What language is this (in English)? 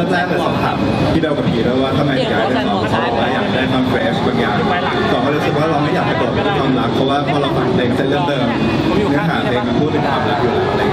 Thai